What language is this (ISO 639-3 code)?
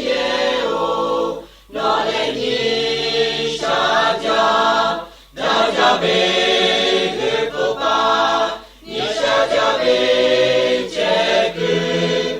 lhu